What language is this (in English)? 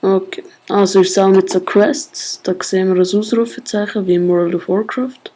Swiss German